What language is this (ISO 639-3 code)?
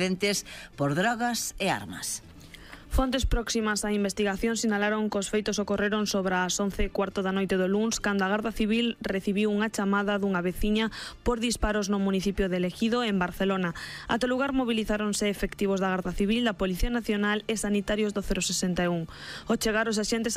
glg